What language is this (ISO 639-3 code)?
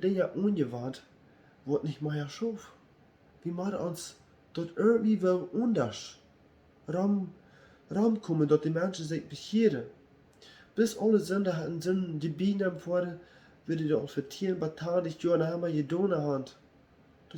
pdt